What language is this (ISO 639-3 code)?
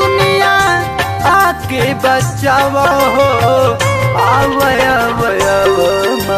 bho